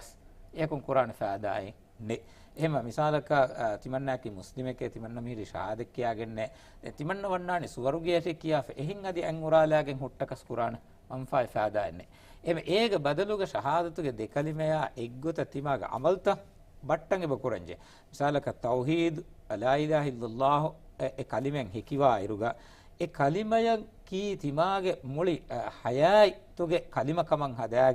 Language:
Divehi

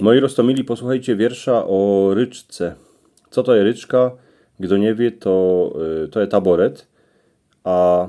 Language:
Silesian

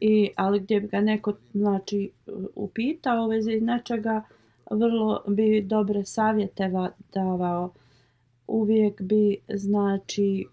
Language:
Bosnian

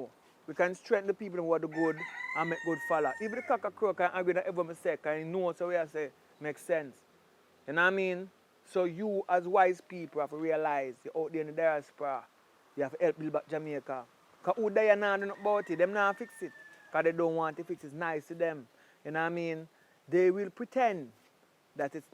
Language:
Jamaican Creole English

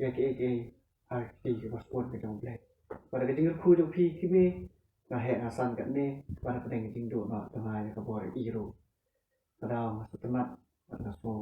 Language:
Khasi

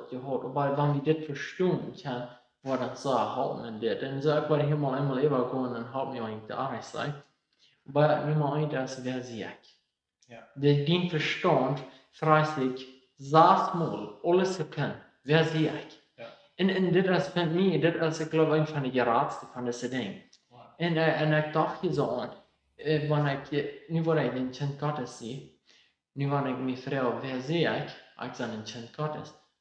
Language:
Plautdietsch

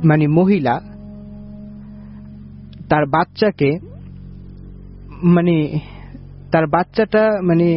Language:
Bangla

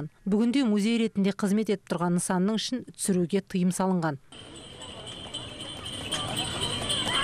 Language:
Kazakh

